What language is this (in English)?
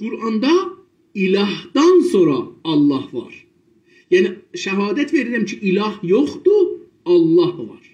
South Azerbaijani